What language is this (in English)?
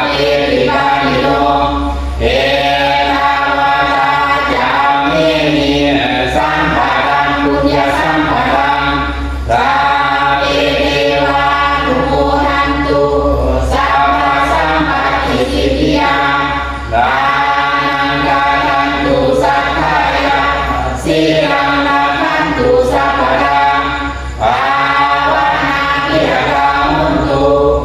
Pali